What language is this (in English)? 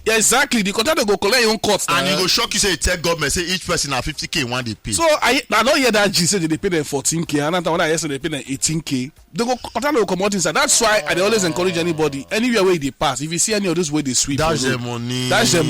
Nigerian Pidgin